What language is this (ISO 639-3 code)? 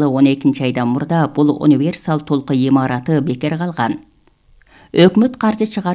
kir